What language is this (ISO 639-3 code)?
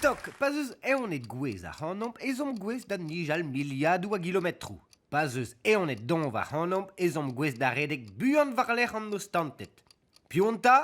bre